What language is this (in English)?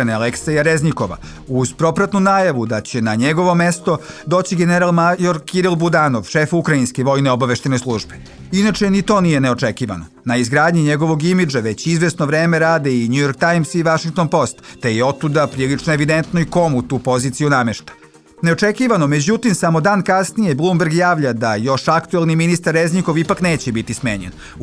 Serbian